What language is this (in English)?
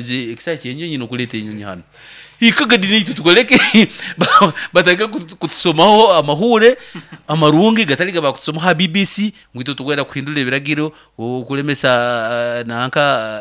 Nyoro